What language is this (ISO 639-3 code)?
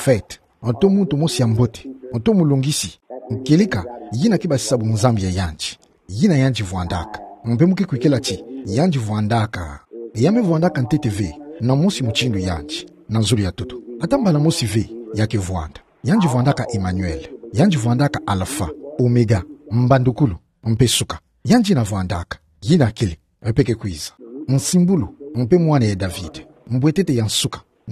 ktu